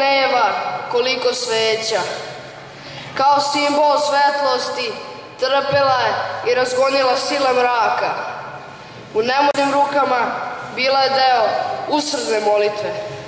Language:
Serbian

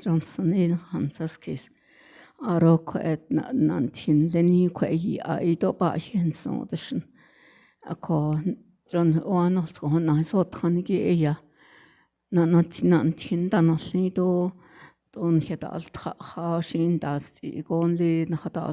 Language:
Navajo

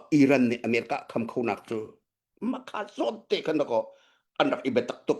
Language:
Hakha Chin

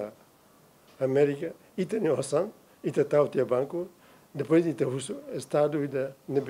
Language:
Tetum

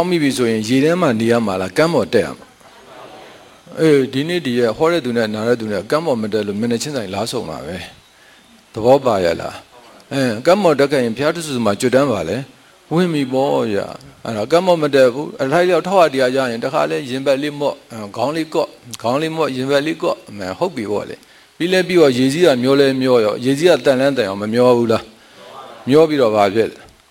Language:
Burmese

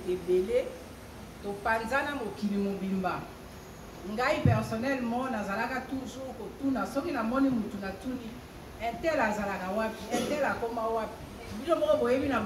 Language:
Lingala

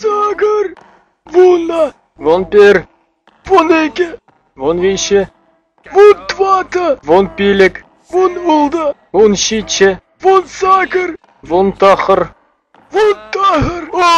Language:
Chuvash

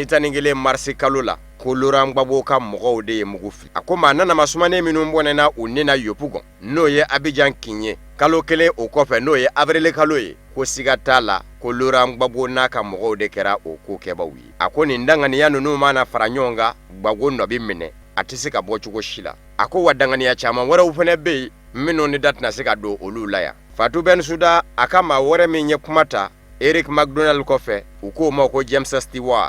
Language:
Bambara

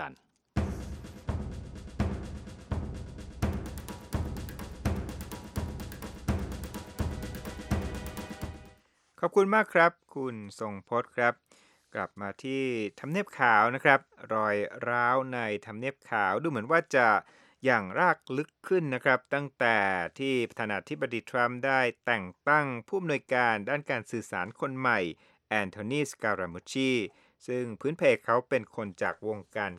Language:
Thai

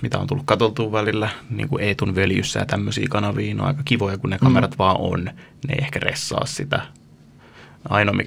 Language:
Finnish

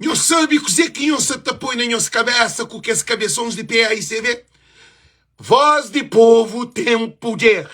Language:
Kabuverdianu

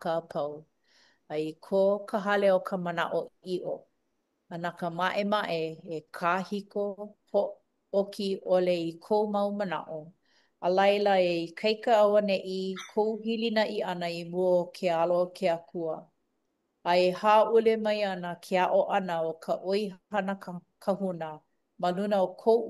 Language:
Hawaiian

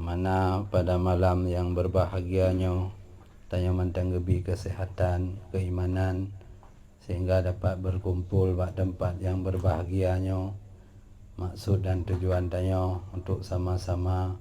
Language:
Achinese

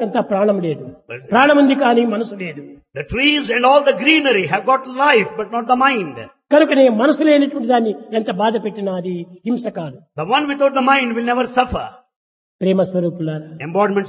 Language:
Telugu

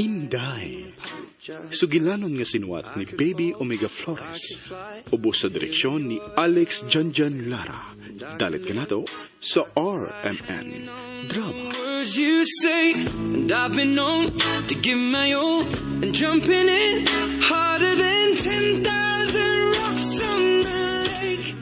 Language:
Cebuano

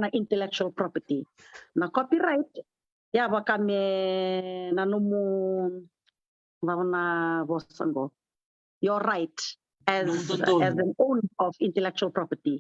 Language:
Fijian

